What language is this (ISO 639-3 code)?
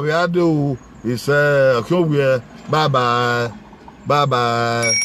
bin